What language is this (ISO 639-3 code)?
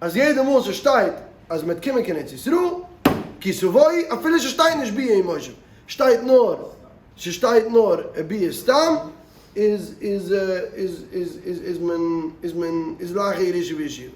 yid